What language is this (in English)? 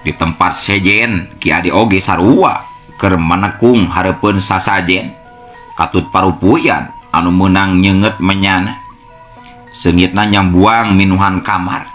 Sundanese